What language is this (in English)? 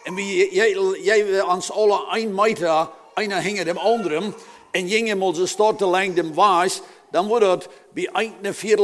Plautdietsch